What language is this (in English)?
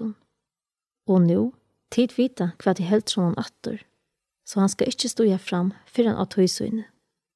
Faroese